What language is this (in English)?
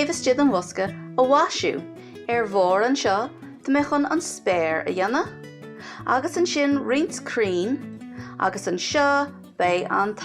Irish